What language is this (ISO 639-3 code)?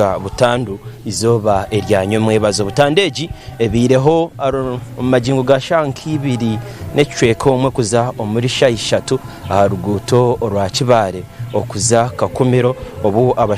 nyn